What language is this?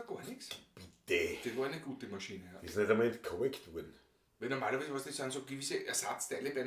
Bavarian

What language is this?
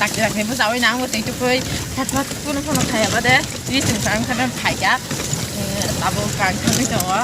Kok Borok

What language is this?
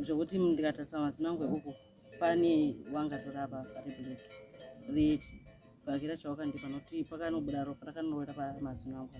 Shona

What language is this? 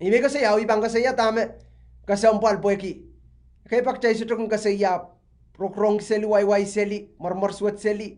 Pohnpeian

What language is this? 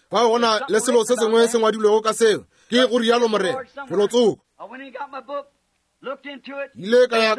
Northern Sotho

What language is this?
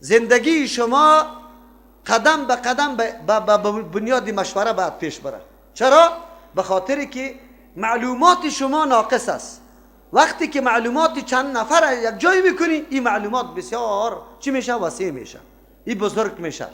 Persian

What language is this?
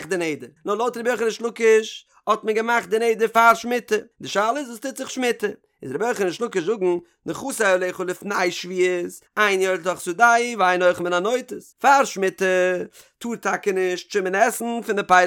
Yiddish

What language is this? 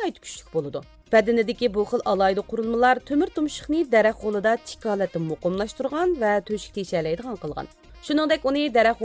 Uyghur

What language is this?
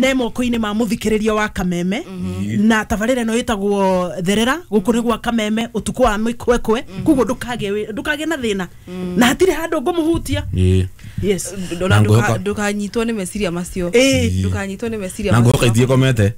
Kikuyu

